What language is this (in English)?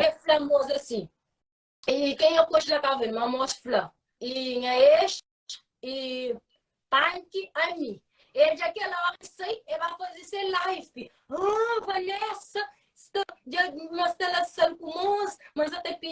Kabuverdianu